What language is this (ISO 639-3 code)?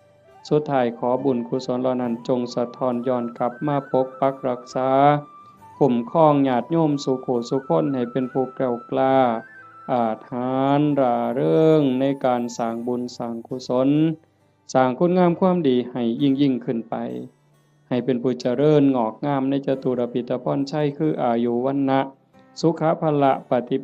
tts